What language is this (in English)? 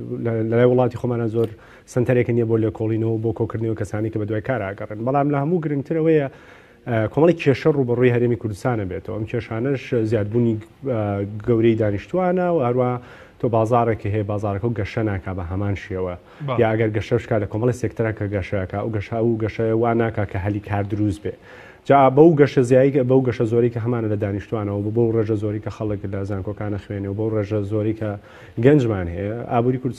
Central Kurdish